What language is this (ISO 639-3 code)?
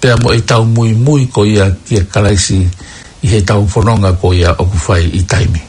ton